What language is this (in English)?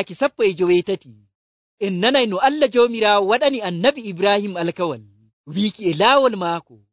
Nigerian Fulfulde